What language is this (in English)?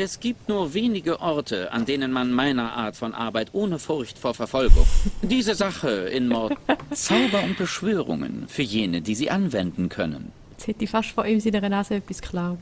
Swiss German